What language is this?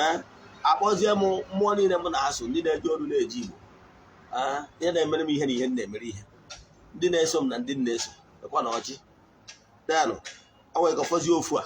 Igbo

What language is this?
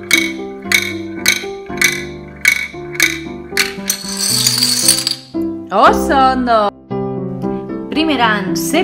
Basque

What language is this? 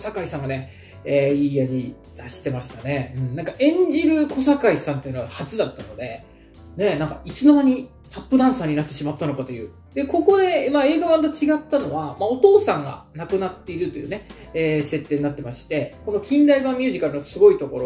Japanese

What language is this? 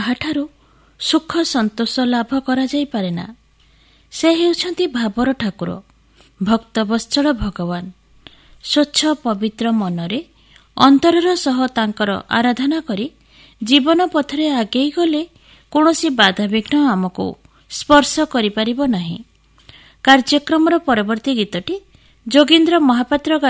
Odia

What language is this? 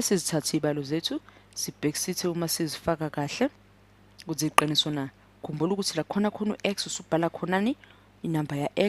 Zulu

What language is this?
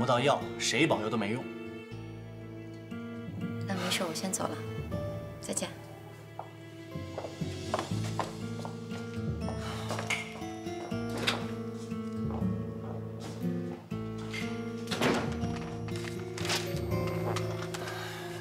Chinese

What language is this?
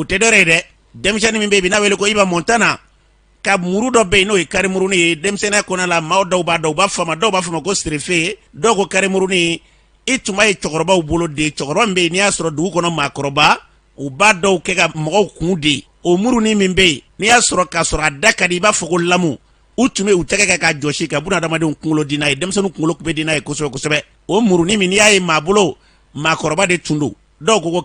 Bambara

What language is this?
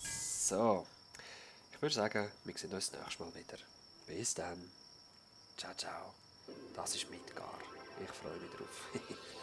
Swiss German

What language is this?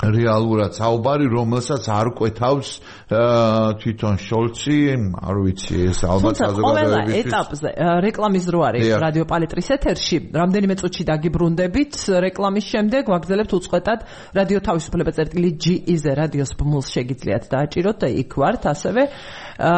Georgian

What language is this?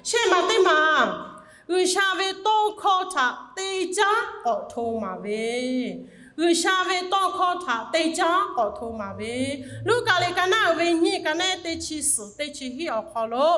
Lahu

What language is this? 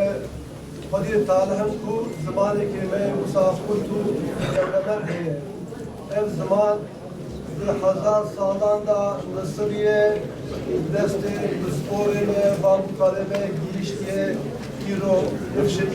Kurdish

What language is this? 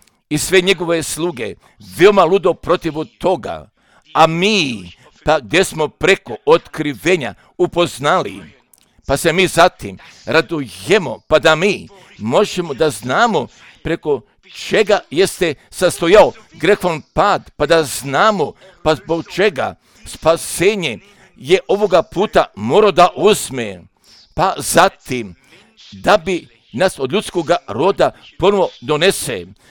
Croatian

